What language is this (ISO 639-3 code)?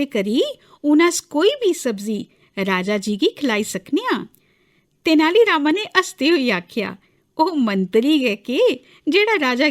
doi